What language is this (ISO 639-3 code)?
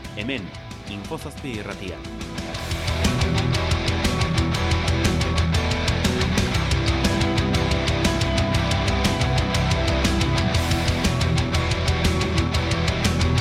eus